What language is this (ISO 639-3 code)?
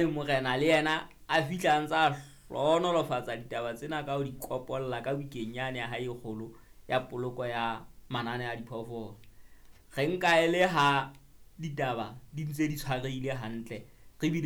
sot